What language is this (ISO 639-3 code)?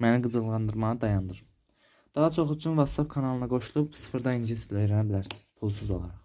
aze